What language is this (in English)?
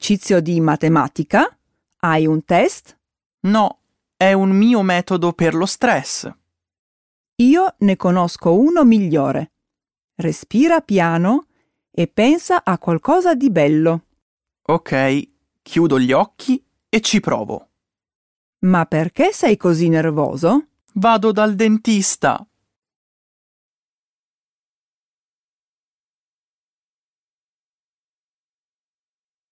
Italian